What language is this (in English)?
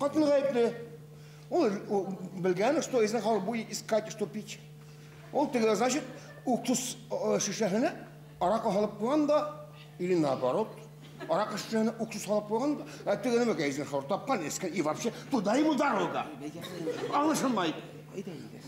Bashkir